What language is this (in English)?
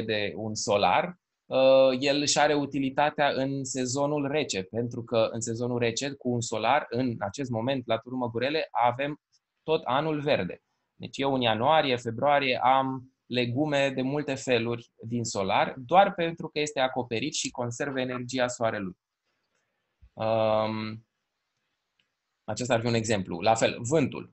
Romanian